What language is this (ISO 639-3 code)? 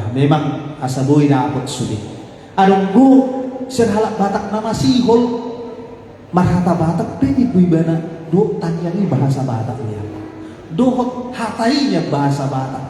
bbc